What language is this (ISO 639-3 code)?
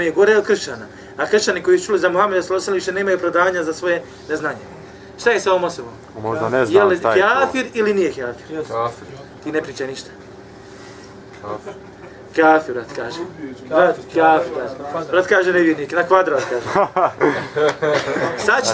bos